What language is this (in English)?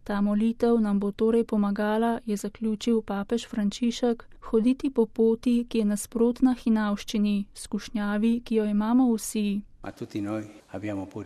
Slovenian